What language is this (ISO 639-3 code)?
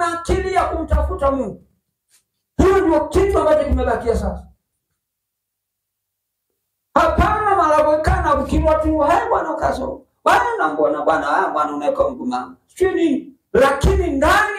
swa